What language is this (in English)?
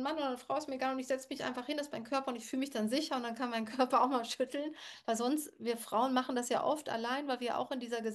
German